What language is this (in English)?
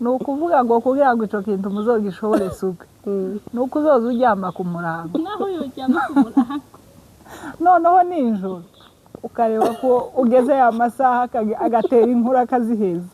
Rundi